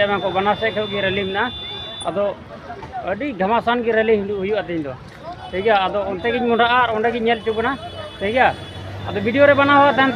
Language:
Santali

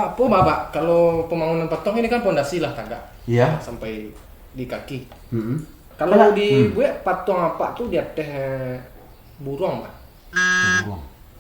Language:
Minangkabau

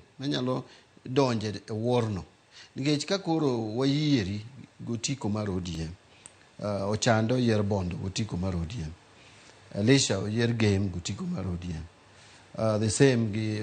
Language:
Luo (Kenya and Tanzania)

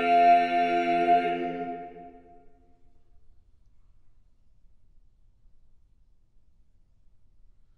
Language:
English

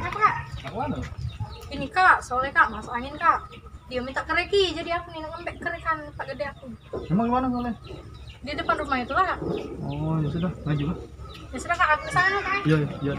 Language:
Musi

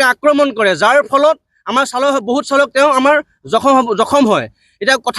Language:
Assamese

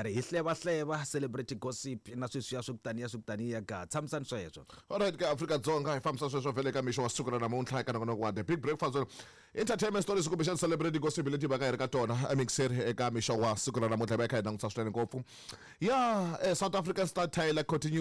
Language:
Tsonga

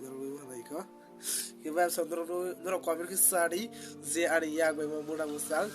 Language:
Kok Borok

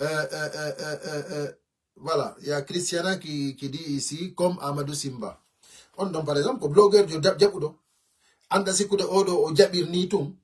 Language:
Fula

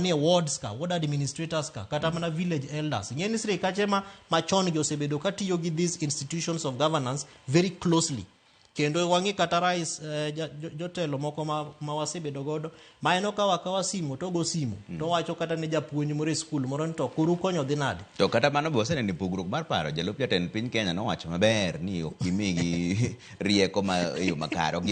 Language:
Luo (Kenya and Tanzania)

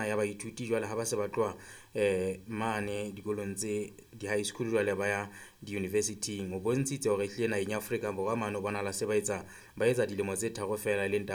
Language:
Southern Sotho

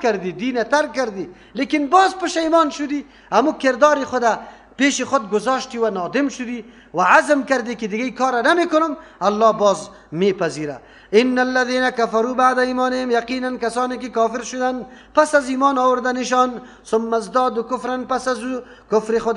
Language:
Persian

